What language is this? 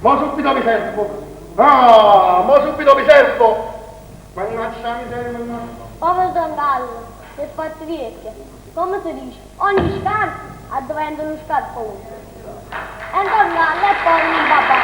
Neapolitan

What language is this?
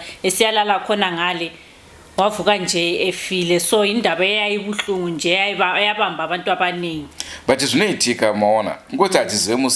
Shona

